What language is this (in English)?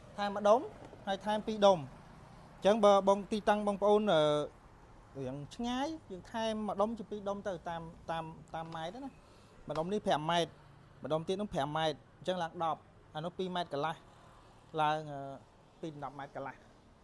Khmer